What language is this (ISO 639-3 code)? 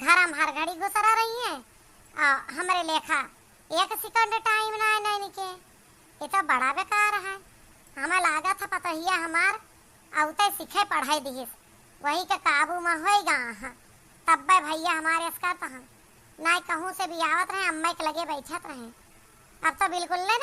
awa